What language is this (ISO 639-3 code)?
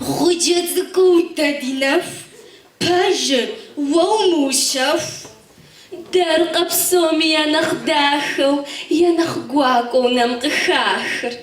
kbd